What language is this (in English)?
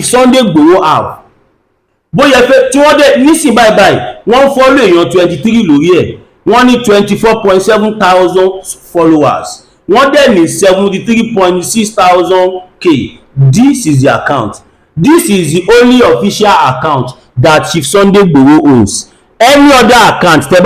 Yoruba